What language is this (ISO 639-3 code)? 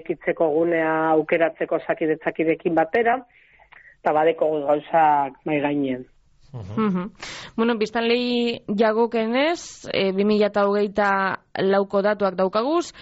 eus